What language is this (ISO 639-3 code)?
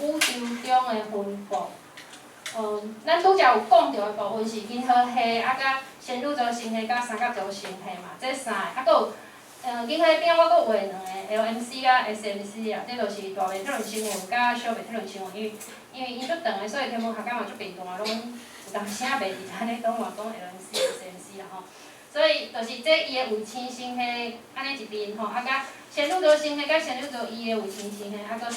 nan